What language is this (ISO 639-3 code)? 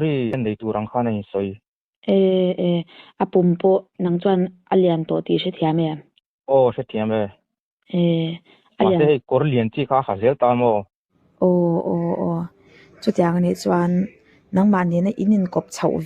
lus